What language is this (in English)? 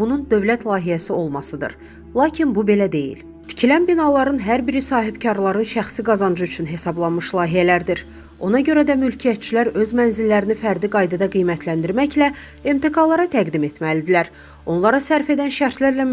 Azerbaijani